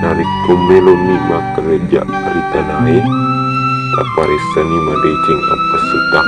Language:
Buginese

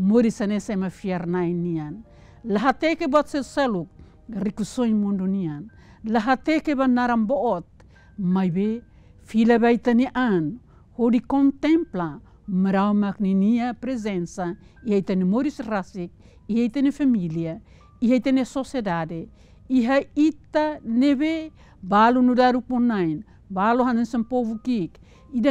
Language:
Tetum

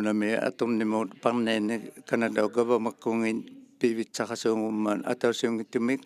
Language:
Inuktitut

